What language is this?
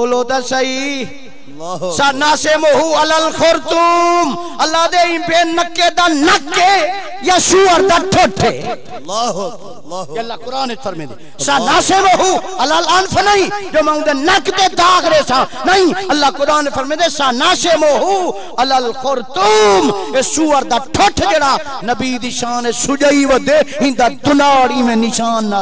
Saraiki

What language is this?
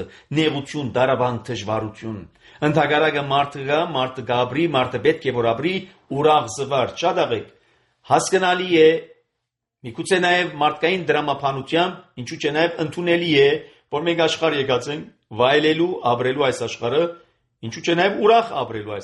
Armenian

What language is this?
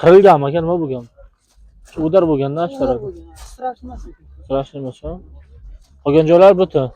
Uzbek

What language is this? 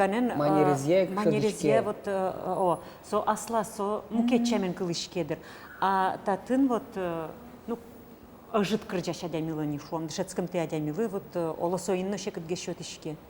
Udmurt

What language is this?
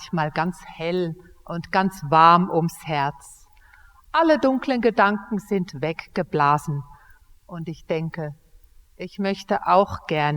Swiss German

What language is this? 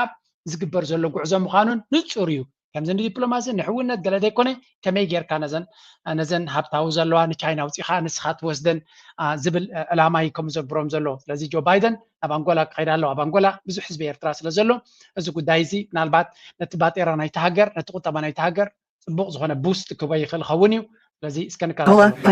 Tigrinya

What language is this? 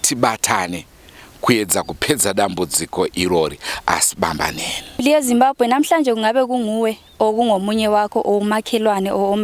Shona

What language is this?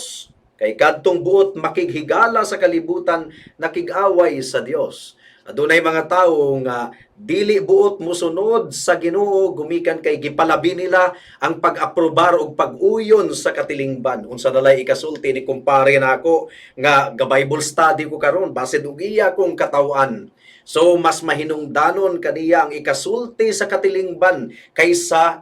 Cebuano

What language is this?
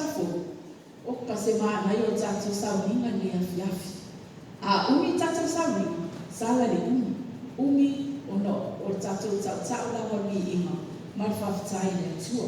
Samoan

